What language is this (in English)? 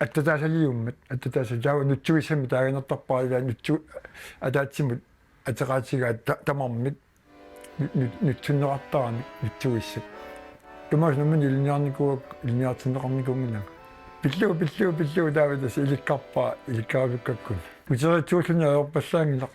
Kalaallisut